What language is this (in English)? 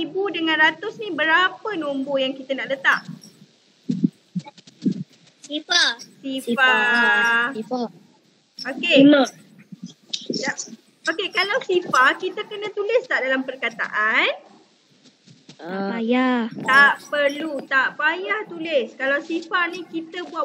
Malay